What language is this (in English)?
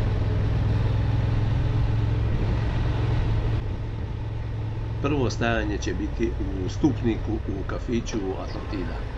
Croatian